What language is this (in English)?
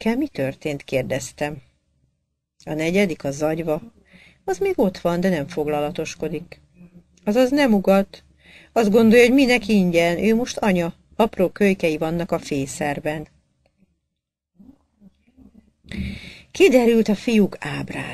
Hungarian